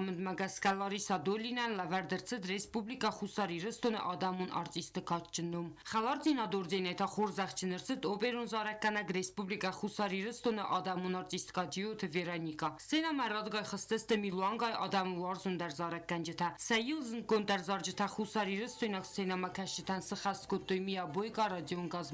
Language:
Ossetic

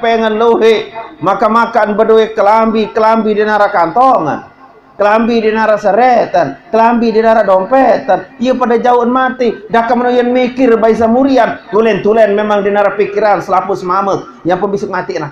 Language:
Sasak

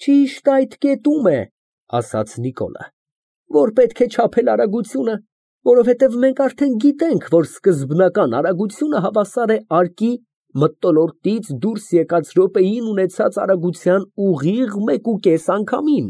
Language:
Armenian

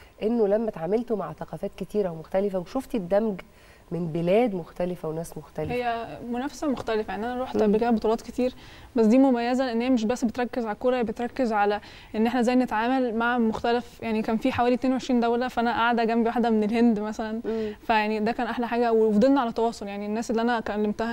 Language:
Egyptian Arabic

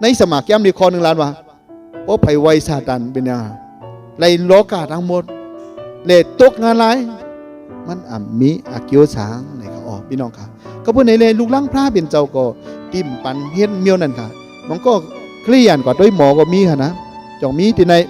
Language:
Shan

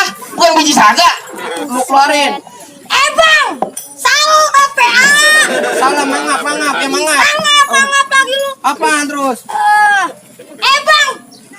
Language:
Betawi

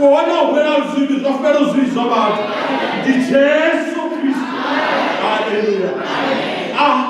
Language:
Venda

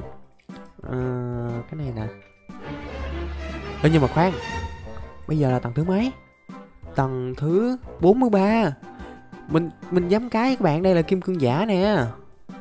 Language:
Vietnamese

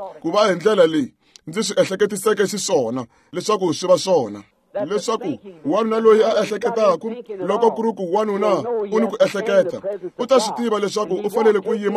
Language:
Tsonga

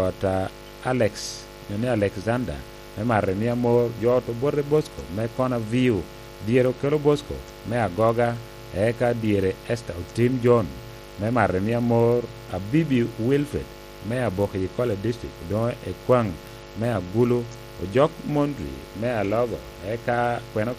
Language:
Lango (Uganda)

